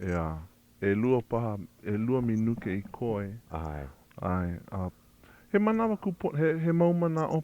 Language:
Hawaiian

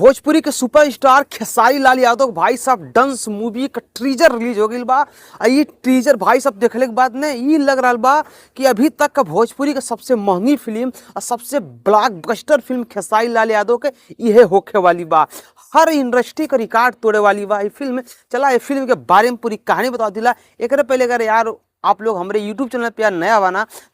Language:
Bhojpuri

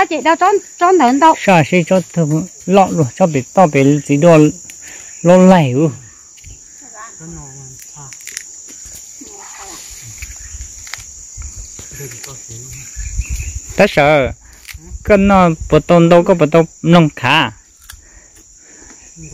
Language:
Vietnamese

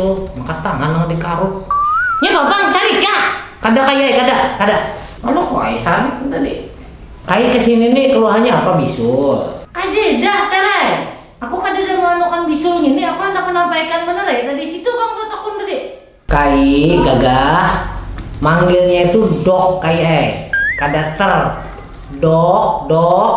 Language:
Banjar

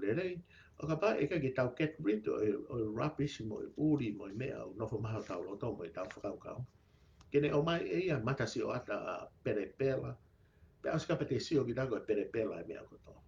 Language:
Tongan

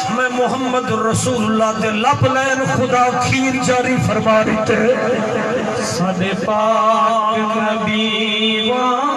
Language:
Saraiki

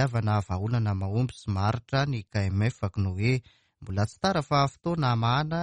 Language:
Malagasy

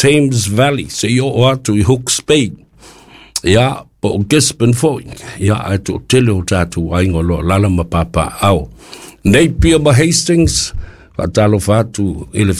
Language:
Samoan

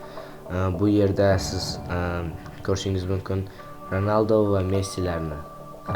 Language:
Uzbek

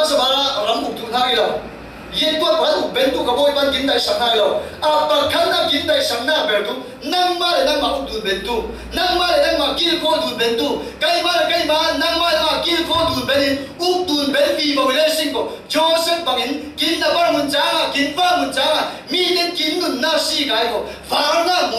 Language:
Falam Chin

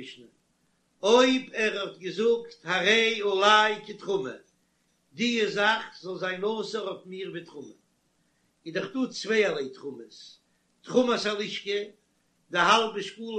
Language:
Yiddish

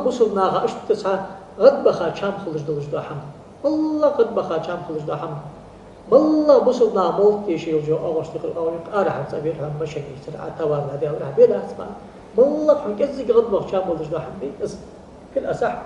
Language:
Ingush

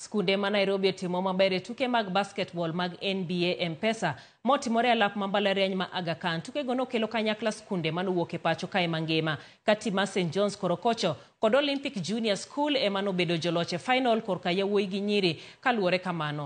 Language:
Luo (Kenya and Tanzania)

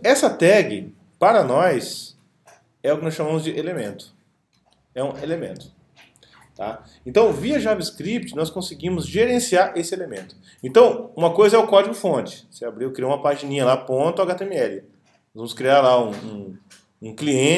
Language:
Portuguese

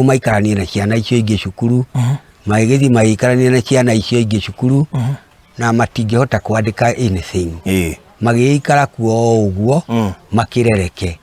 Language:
Kikuyu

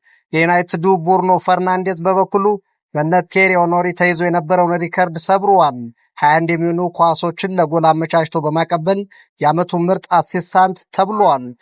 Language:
Amharic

